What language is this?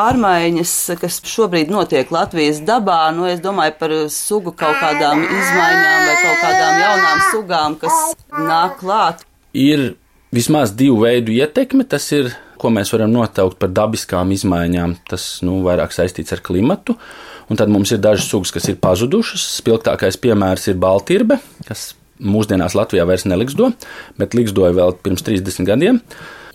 Latvian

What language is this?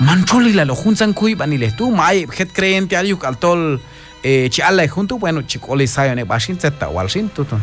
Q'anjob'al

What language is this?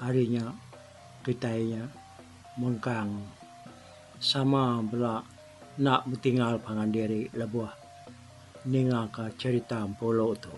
Iban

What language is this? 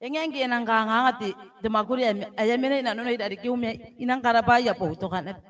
Gilbertese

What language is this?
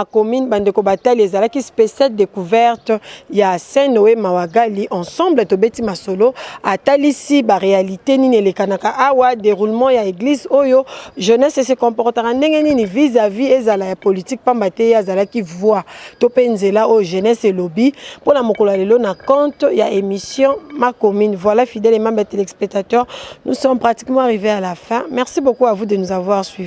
Lingala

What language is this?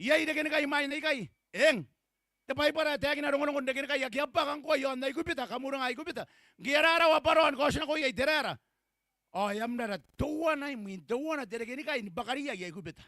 Gilbertese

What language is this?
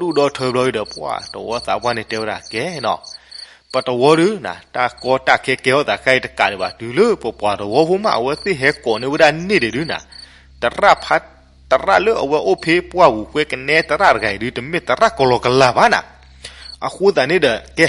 S'gaw Karen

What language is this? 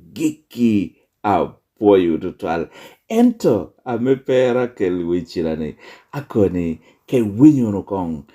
Lango (Uganda)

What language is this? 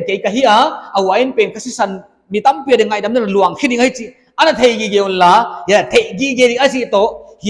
Paite Chin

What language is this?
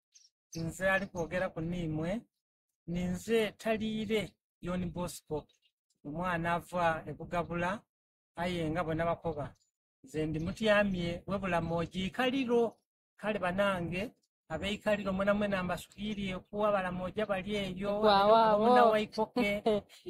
Soga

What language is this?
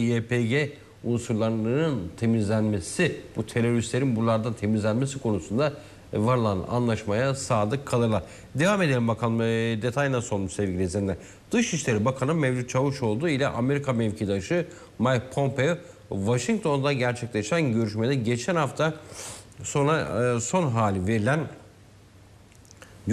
Turkish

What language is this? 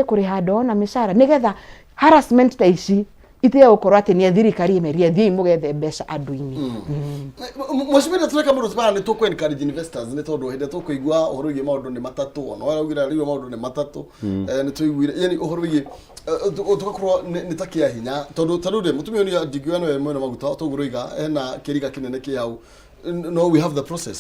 Kikuyu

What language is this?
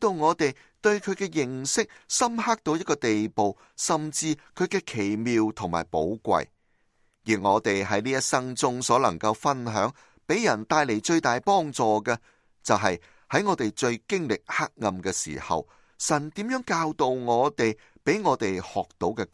Cantonese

